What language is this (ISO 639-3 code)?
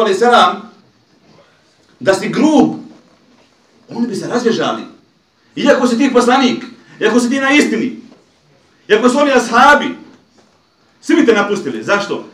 bos